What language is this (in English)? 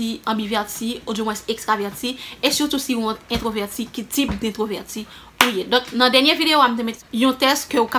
Haitian Creole